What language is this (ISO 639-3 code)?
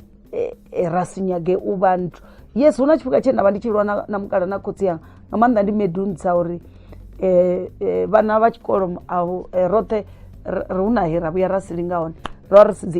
ven